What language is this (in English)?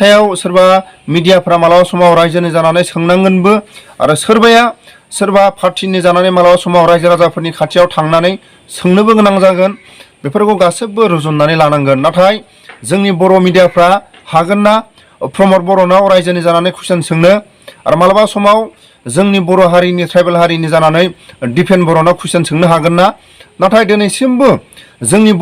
Bodo